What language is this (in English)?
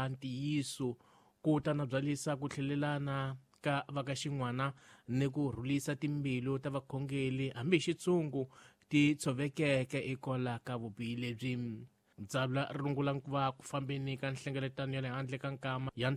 Tsonga